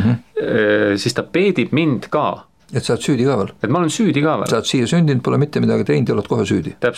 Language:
Estonian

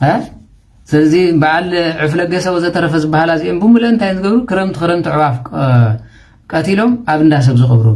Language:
Tigrinya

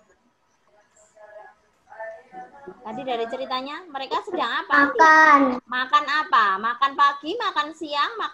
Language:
Indonesian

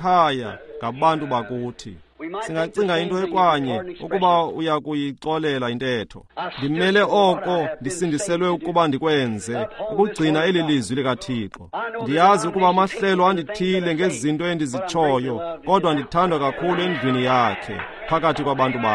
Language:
Xhosa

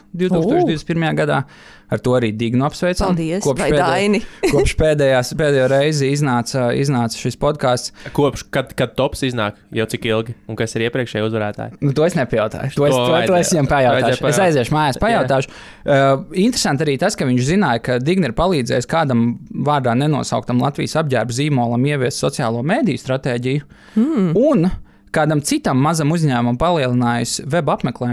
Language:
Latvian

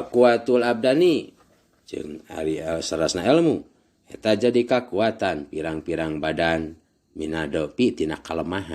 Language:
Sundanese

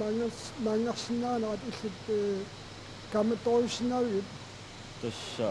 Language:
Kalaallisut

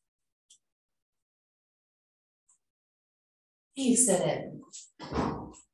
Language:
Ukrainian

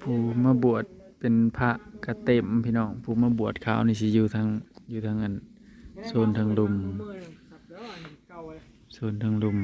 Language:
Northeastern Thai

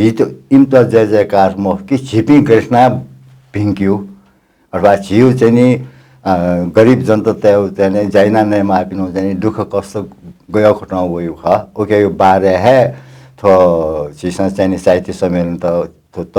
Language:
Newari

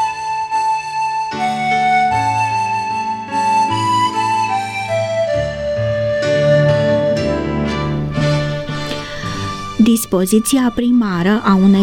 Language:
Romanian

